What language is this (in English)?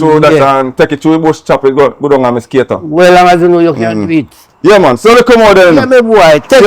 Jamaican Creole English